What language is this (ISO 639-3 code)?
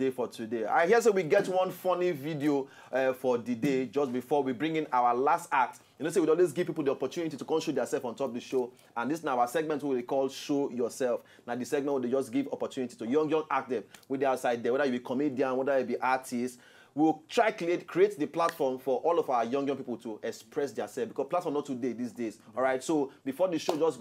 pcm